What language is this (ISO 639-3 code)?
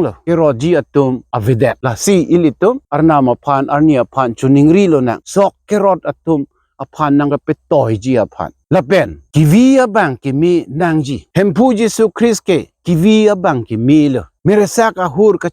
mjw